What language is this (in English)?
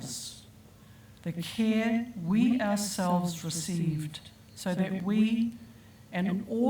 Māori